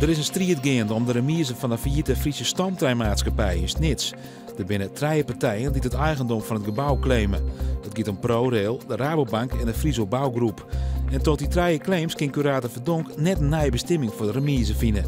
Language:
Western Frisian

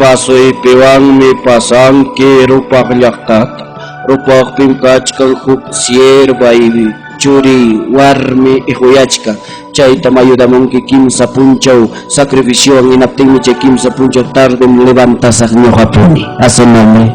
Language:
Ayacucho Quechua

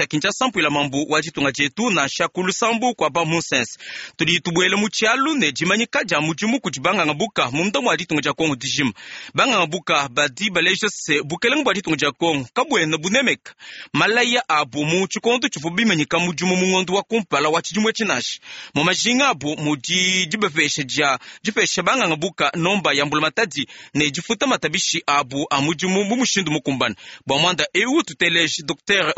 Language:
Luba-Lulua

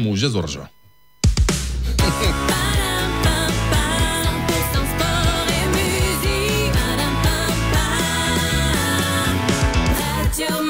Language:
Moroccan Arabic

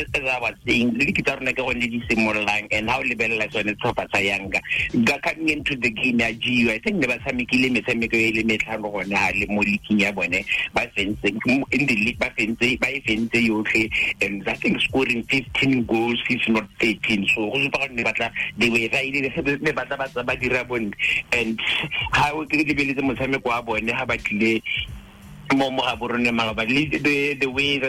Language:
Tswana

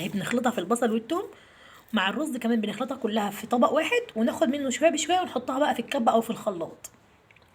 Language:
Egyptian Arabic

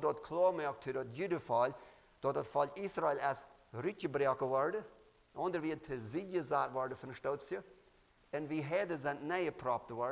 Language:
Plautdietsch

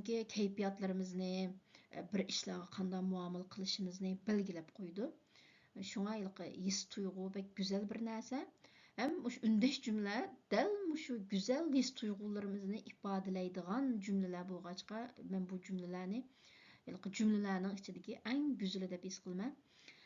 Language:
Uyghur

